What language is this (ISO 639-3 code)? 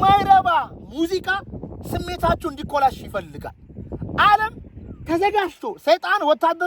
amh